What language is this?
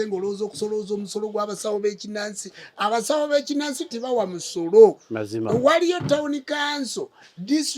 Ganda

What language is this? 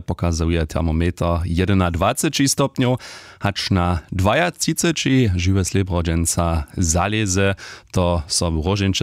Upper Sorbian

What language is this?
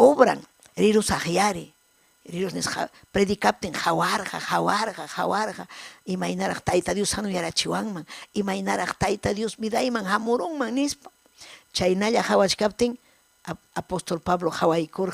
Ayacucho Quechua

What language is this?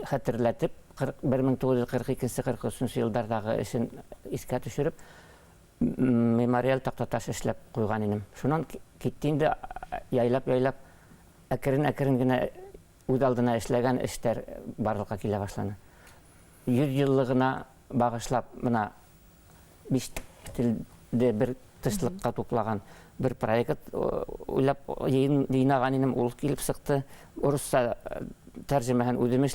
Bashkir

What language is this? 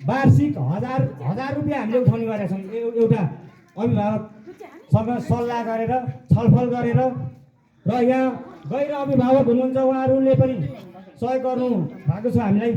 Nepali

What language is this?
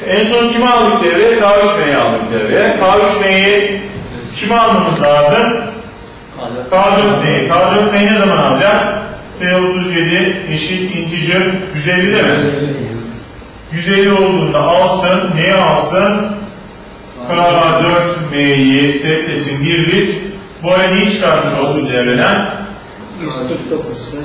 Turkish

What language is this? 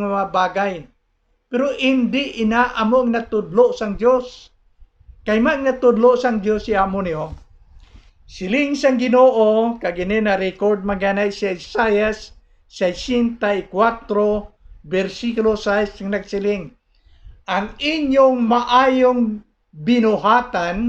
Hiligaynon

